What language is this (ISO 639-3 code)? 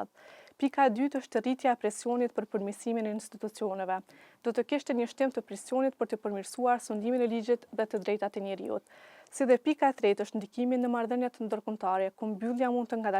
sqi